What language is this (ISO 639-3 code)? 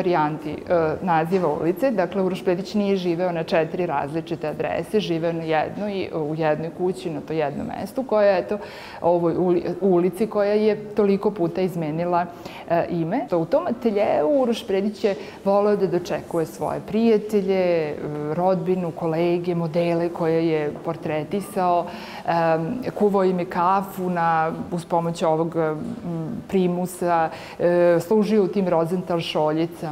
srp